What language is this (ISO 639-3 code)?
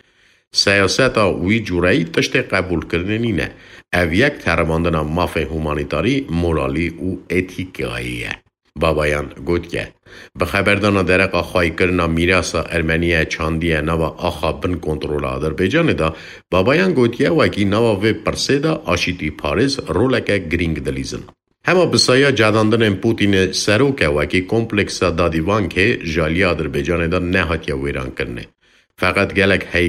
kur